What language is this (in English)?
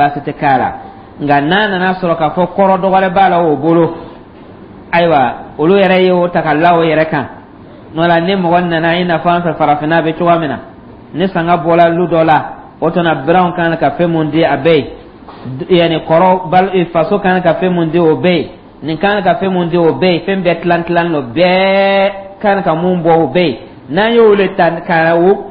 Dyula